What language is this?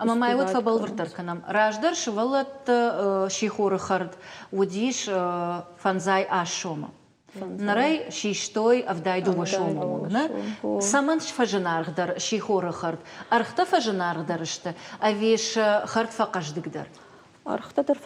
Ossetic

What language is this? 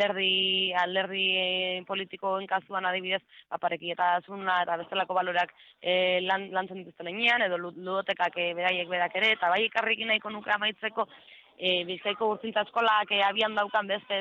Basque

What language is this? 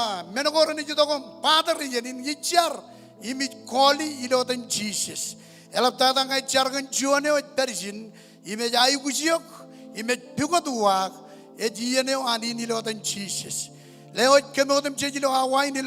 Marshallese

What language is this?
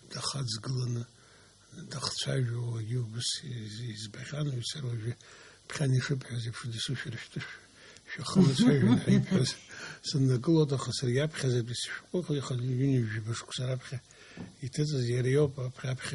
Abkhazian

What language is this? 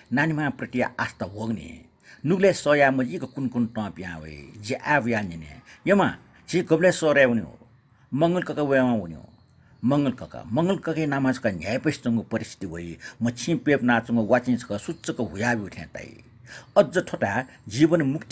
Newari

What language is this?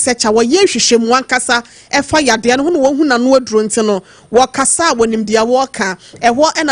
Akan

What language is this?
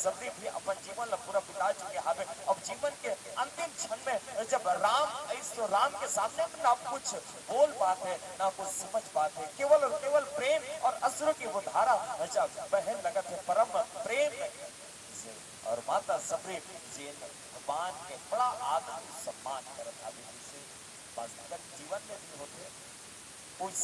Chhattisgarhi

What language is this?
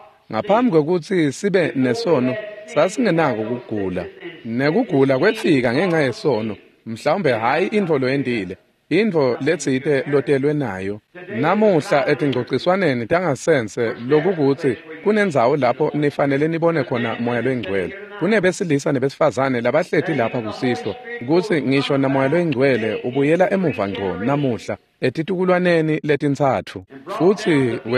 Swati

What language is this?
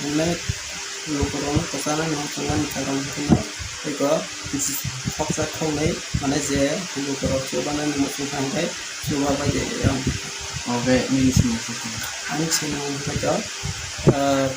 Kok Borok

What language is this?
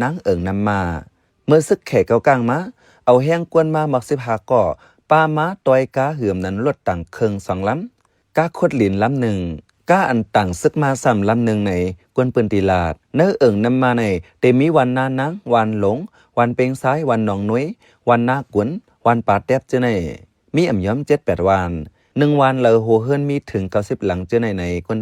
Shan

